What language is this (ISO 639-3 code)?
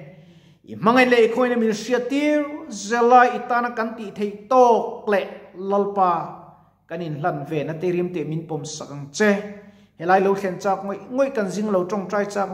lus